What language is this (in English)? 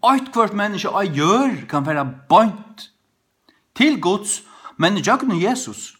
Faroese